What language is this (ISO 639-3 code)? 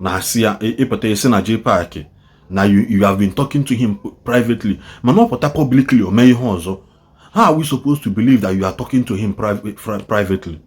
ibo